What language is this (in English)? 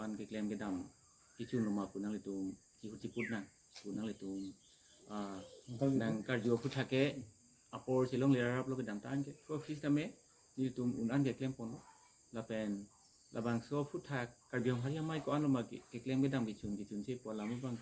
Karbi